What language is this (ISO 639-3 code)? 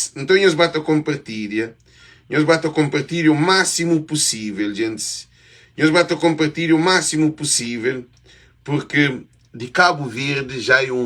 kea